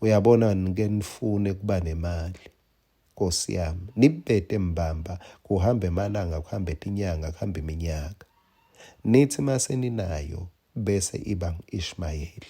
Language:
Swati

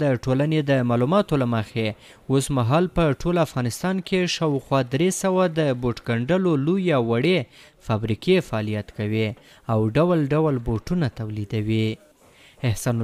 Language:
Pashto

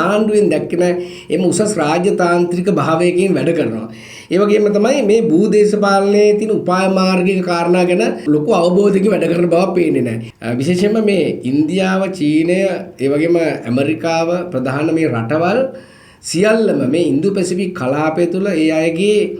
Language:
Sinhala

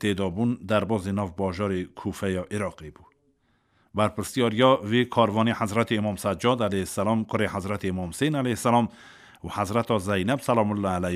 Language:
Kurdish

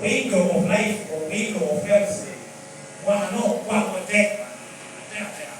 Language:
Lango (Uganda)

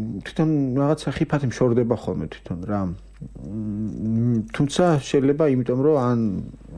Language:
Georgian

